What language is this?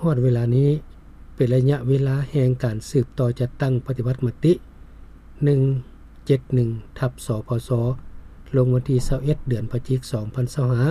Lao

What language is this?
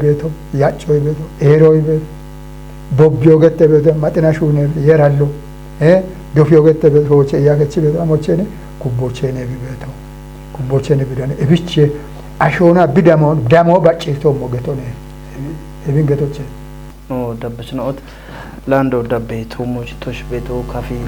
Kafa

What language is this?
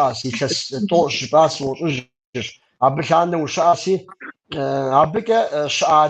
Kabardian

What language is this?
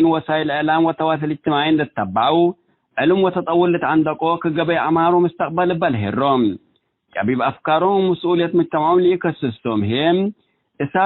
Tigre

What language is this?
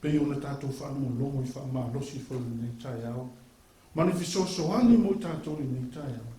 Samoan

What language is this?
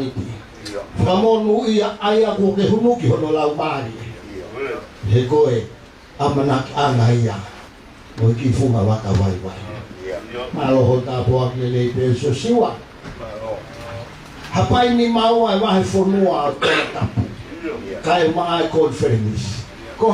Tongan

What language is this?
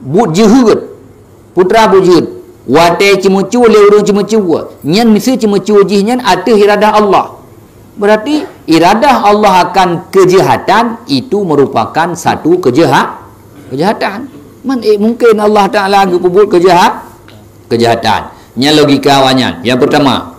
Achinese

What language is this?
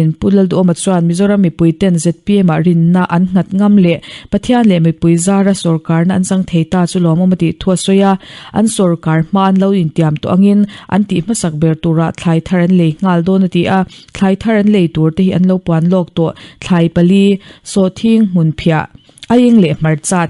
Mizo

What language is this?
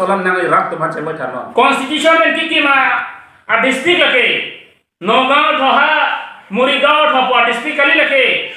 Karbi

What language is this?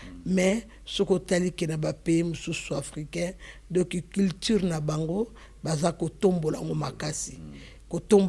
Lingala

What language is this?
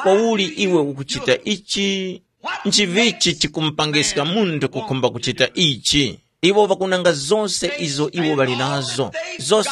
Tumbuka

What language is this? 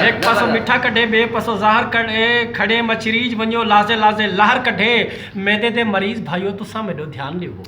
Saraiki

